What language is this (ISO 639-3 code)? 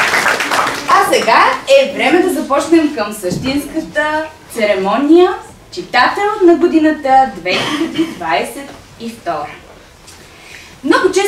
bul